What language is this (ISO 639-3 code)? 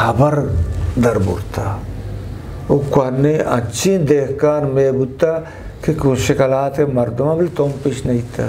bgp